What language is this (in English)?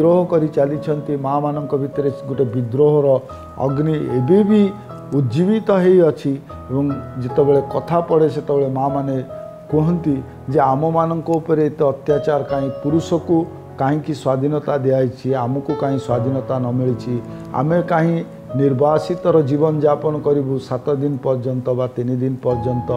Odia